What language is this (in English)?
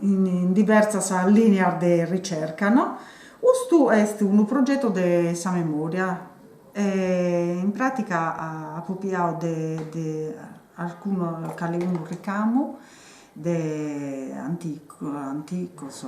Sardinian